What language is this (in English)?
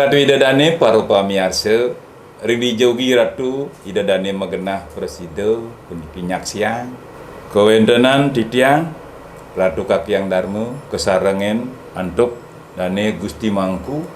Balinese